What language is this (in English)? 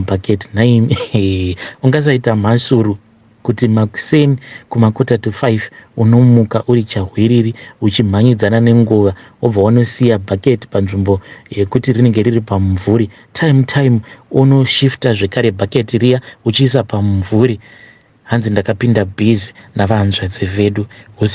Shona